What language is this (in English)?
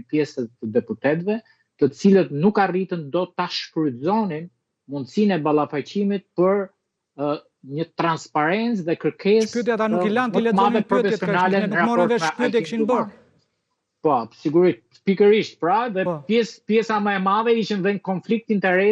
Albanian